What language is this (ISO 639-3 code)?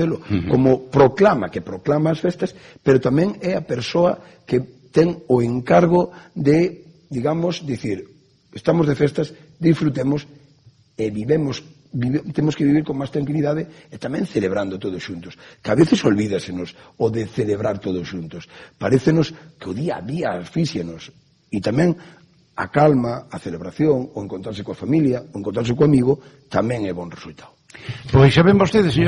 glg